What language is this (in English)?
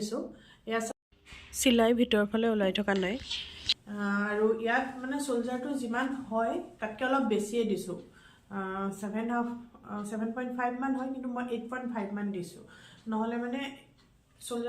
Assamese